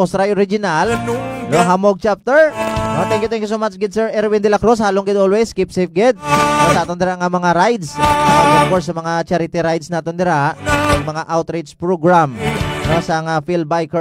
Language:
Hiligaynon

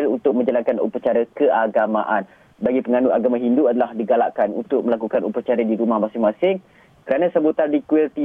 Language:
Malay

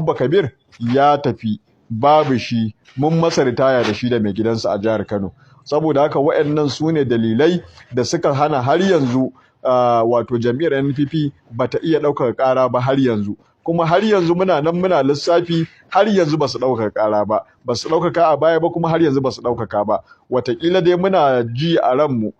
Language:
Hausa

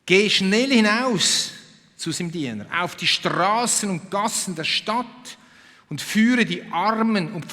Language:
Swiss German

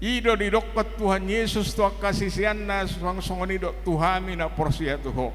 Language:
Batak Toba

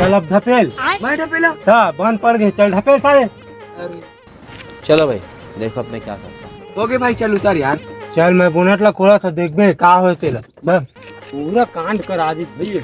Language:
Chhattisgarhi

